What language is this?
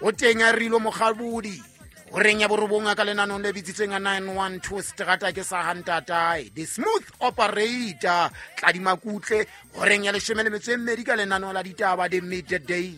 Southern Sotho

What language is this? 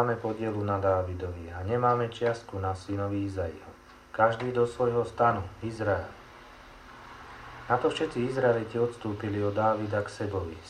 Slovak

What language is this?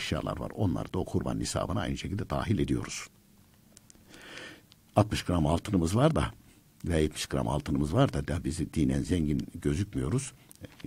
Turkish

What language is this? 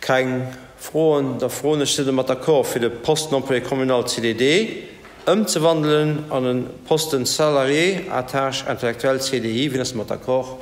Luxembourgish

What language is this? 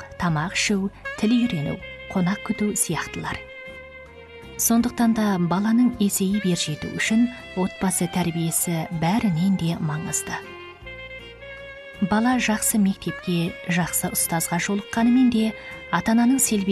Kazakh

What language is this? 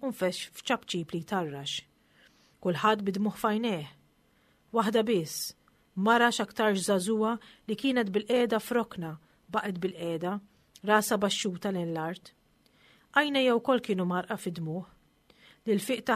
Maltese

